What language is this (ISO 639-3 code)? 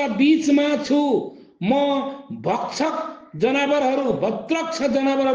nep